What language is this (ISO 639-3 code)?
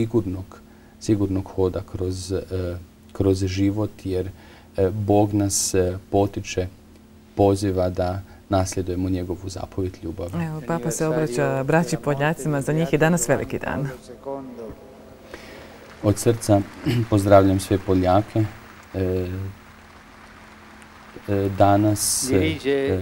hrv